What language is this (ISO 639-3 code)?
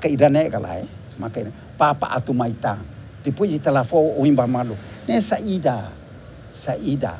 tet